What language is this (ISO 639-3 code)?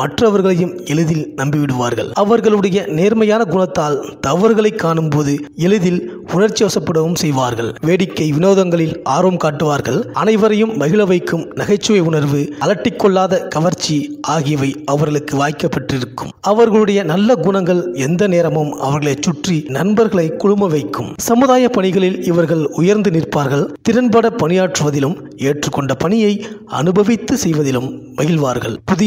tam